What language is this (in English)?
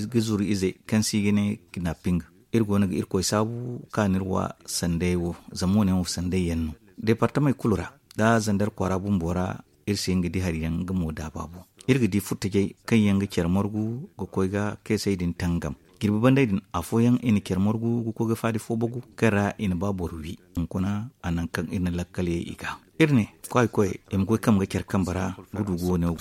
Zarma